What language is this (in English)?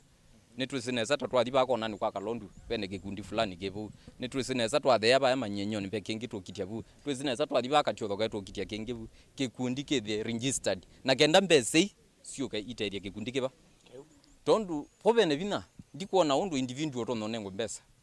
Kamba